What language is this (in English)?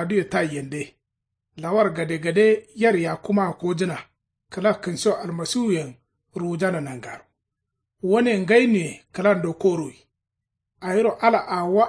Kanuri